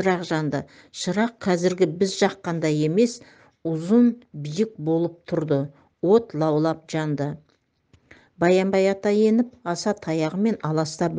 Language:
Kazakh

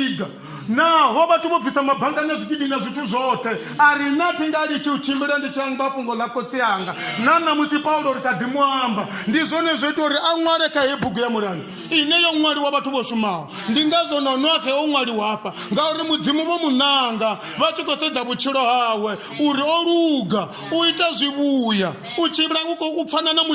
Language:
Venda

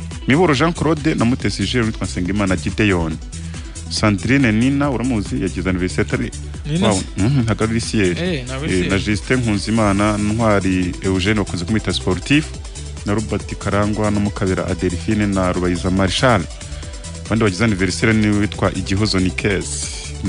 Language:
Kinyarwanda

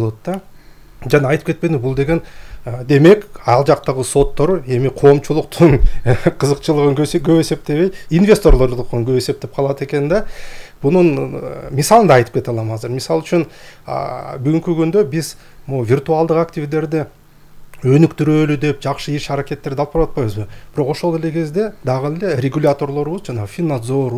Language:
Kyrgyz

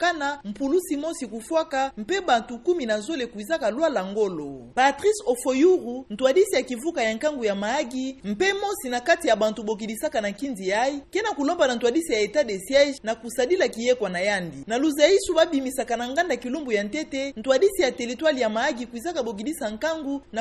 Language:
Kituba (Democratic Republic of Congo)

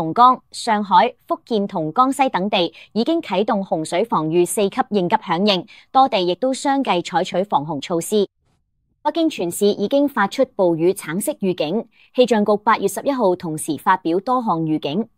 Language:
Cantonese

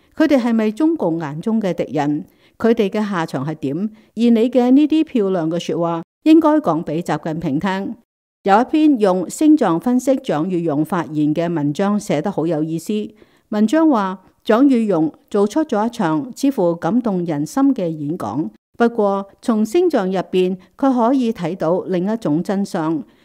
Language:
Cantonese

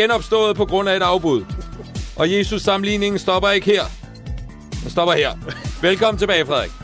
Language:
Danish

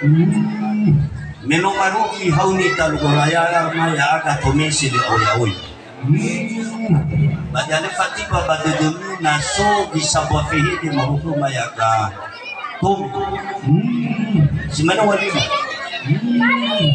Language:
Nias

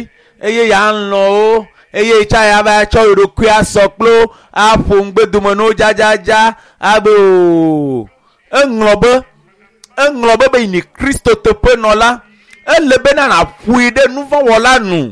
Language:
Ewe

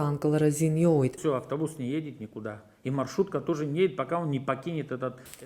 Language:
Abkhazian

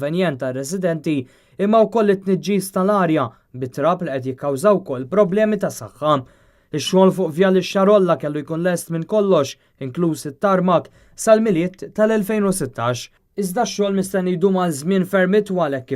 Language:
Maltese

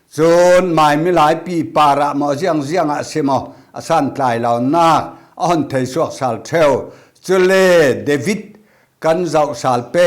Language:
Falam Chin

